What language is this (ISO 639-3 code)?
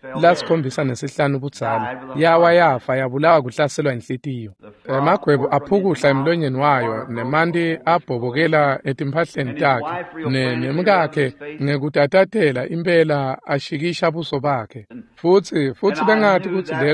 ssw